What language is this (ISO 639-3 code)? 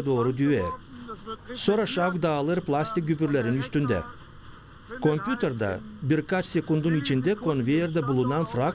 gag